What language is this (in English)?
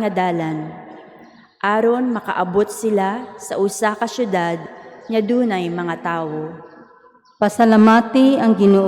Cebuano